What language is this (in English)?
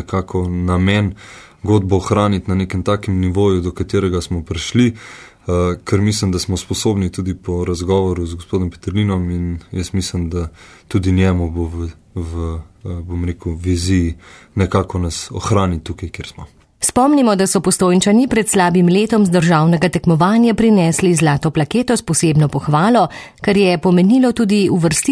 Slovenian